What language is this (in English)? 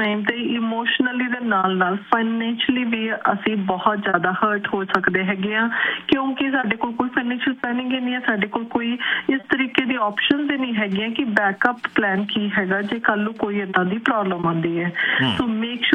Punjabi